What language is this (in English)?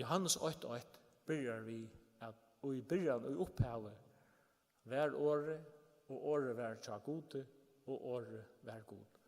Faroese